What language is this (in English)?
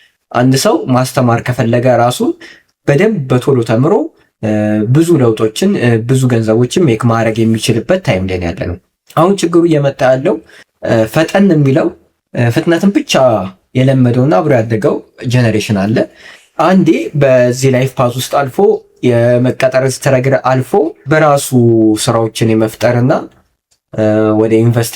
Amharic